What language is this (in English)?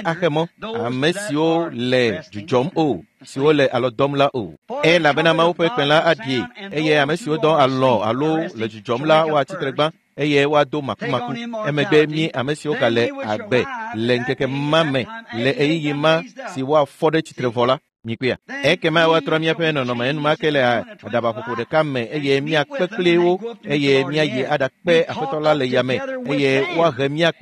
Ewe